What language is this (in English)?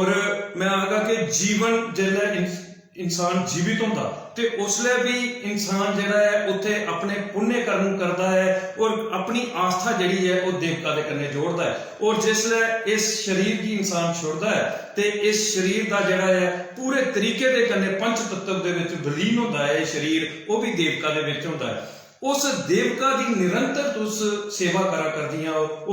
Dogri